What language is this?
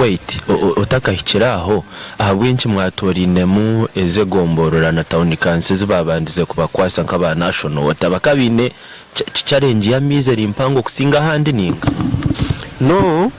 Nyankole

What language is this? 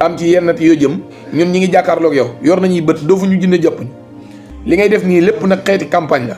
Wolof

